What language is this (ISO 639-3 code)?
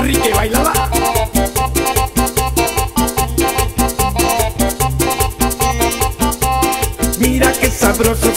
spa